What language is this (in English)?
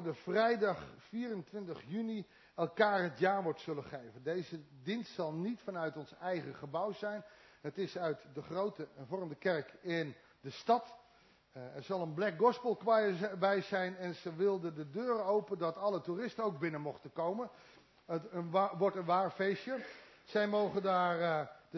Dutch